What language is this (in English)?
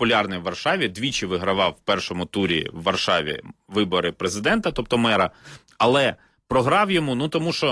Ukrainian